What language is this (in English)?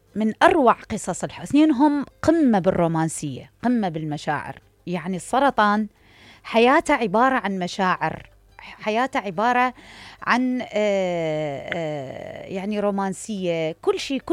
Mesopotamian Arabic